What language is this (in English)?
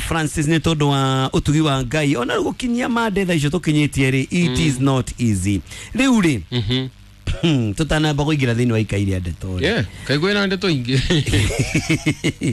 Kikuyu